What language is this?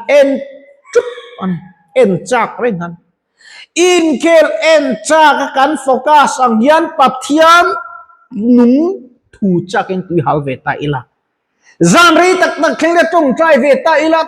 Mizo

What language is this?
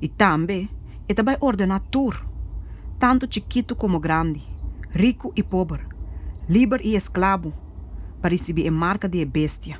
Papiamento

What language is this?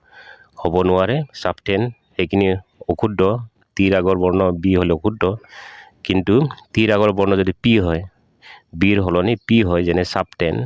Assamese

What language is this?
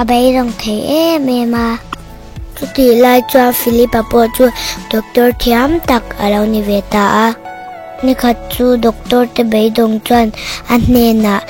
Mizo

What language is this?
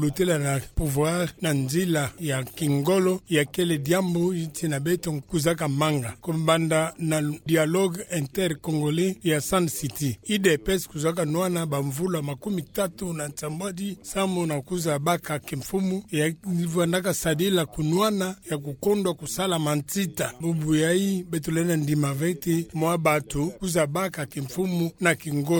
Kituba (Democratic Republic of Congo)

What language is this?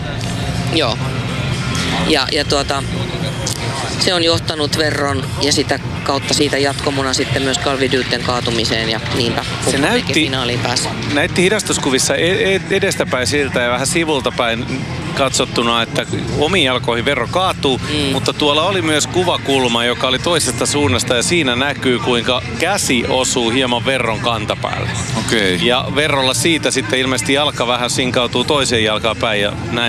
Finnish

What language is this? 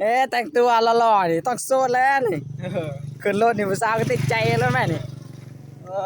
Lao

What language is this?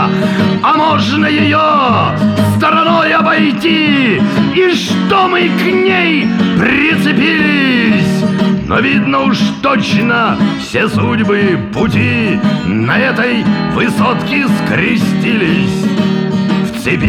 Russian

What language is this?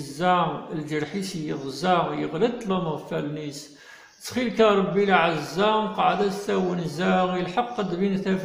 Kabyle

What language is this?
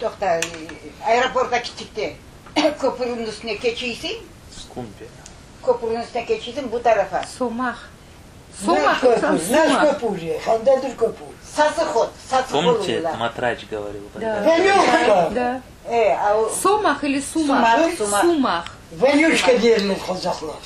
Crimean Tatar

